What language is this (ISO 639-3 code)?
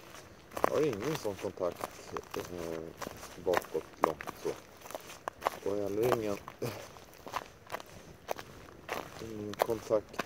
swe